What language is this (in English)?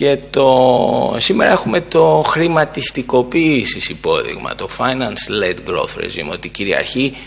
Greek